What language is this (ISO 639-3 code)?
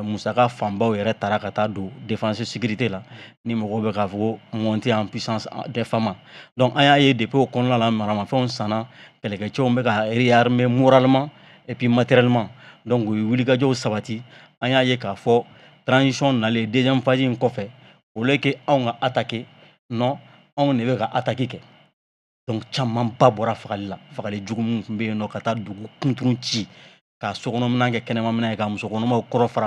bam